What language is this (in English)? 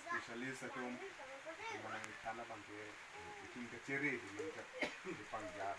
Karbi